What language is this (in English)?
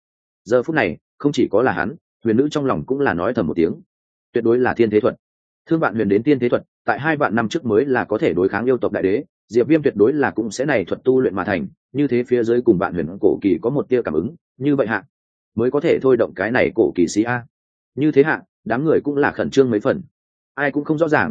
Vietnamese